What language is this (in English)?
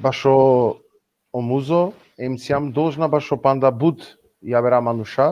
Balkan Romani